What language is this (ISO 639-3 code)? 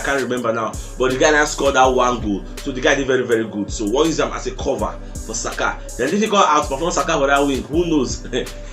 pcm